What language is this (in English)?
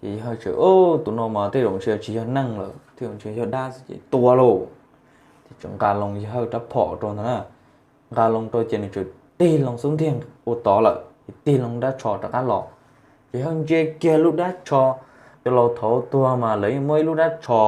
Hmong